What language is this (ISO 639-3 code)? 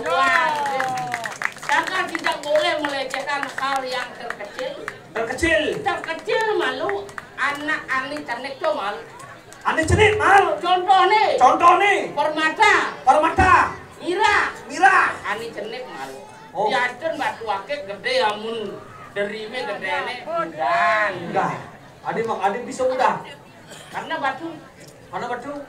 ban